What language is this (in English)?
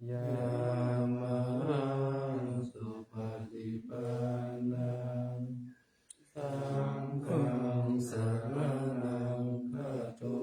Pali